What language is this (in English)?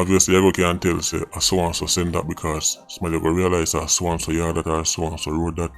Jamaican Creole English